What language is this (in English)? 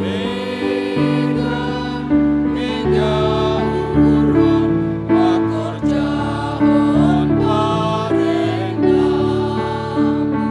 Batak Simalungun